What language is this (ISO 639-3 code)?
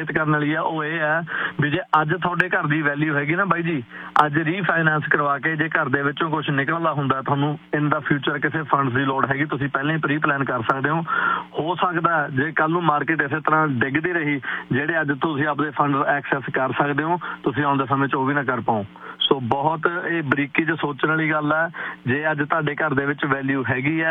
pan